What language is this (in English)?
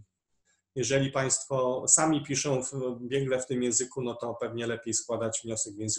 Polish